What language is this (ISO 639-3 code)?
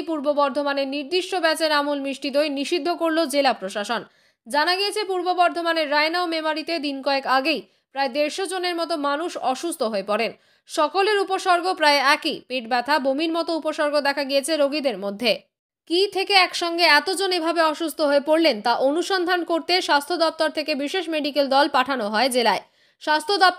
ben